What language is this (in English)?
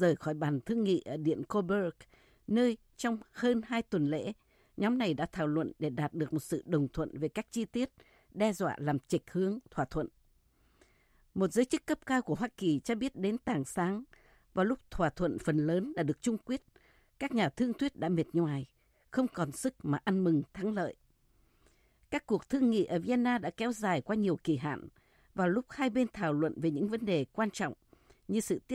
Vietnamese